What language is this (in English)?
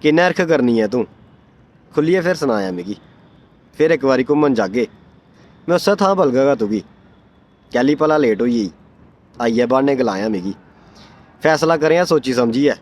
Dogri